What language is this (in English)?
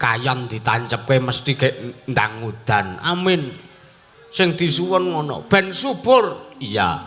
Javanese